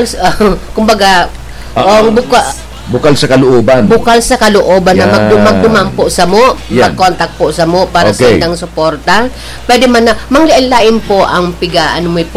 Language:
Bikol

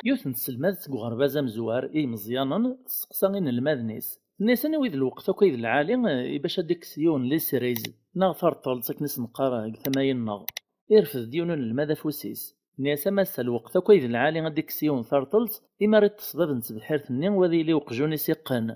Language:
Kabyle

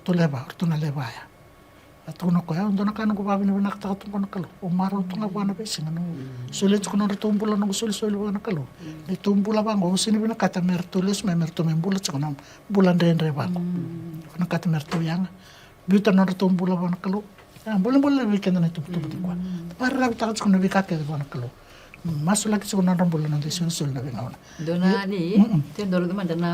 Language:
Fijian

